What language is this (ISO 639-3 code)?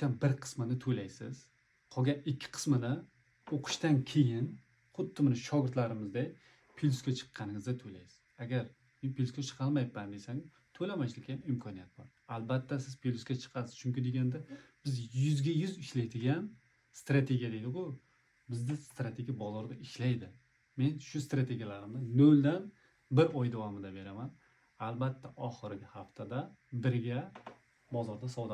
uzb